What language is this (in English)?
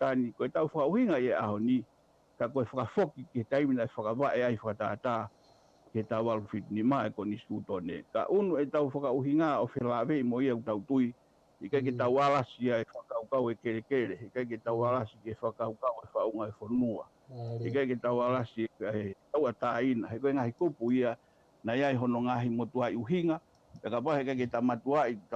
Tongan